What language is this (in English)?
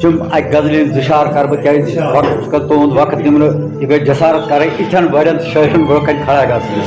Kashmiri